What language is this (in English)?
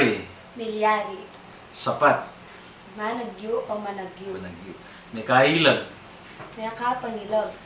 Pampanga